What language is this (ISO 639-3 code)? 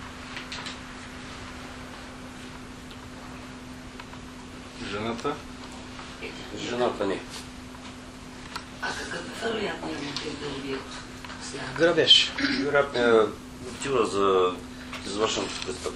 bul